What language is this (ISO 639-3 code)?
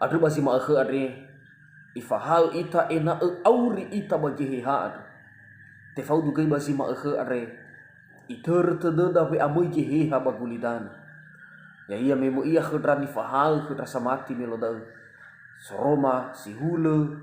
nia